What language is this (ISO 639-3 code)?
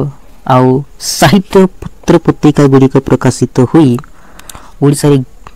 ori